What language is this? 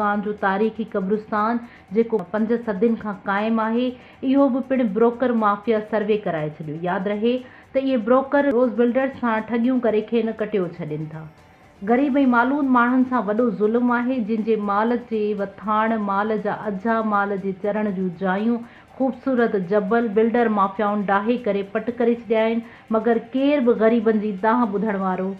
Sindhi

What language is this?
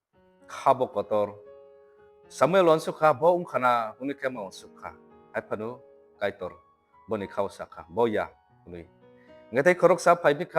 Kok Borok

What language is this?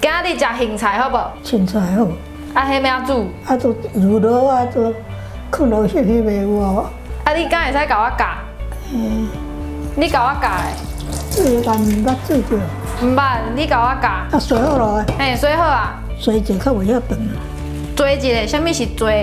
Min Nan Chinese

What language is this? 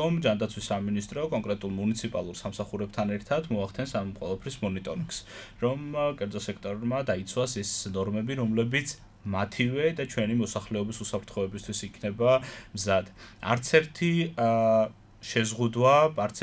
Georgian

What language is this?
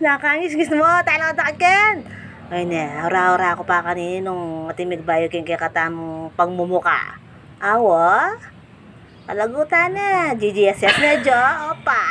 Pampanga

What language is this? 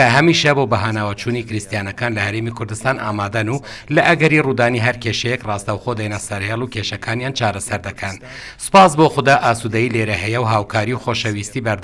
Central Kurdish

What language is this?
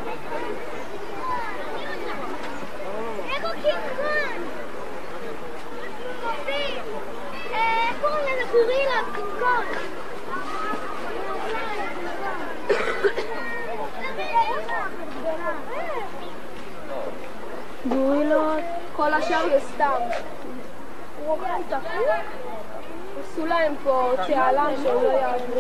Hebrew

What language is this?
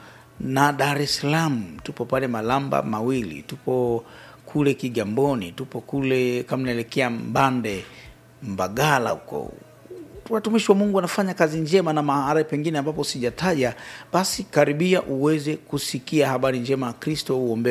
Swahili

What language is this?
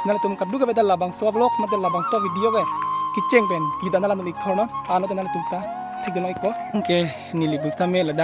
Karbi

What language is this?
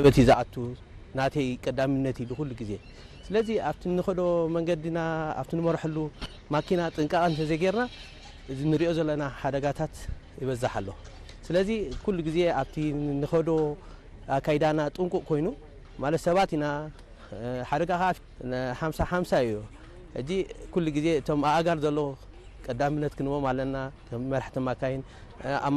Tigrinya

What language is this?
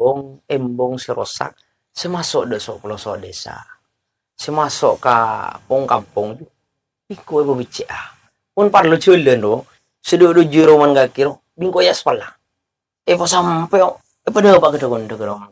Madurese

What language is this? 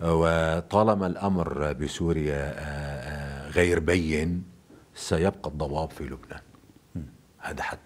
North Levantine Arabic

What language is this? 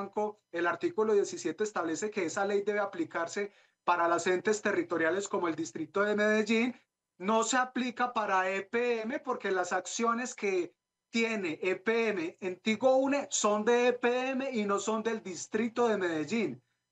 Spanish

